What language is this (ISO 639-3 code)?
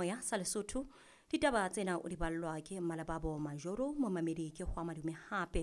sot